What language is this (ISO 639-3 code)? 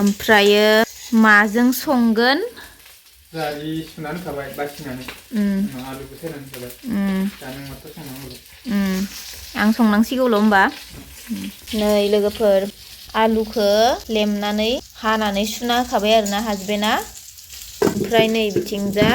brx